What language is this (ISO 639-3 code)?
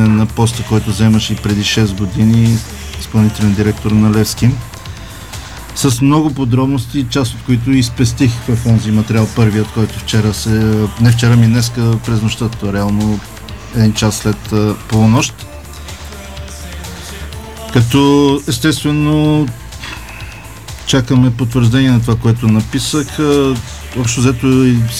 bul